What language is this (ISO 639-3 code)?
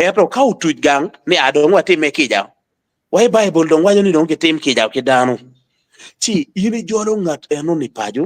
ach